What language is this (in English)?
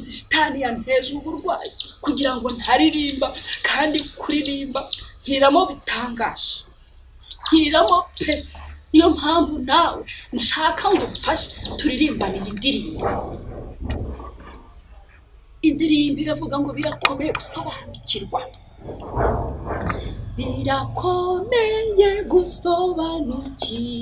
Kinyarwanda